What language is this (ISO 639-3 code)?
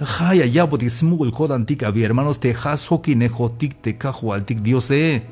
tzh